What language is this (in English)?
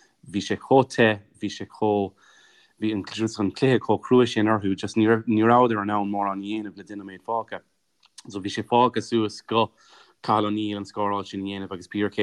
Irish